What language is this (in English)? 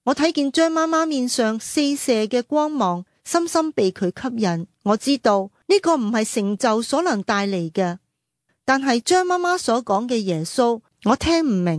Cantonese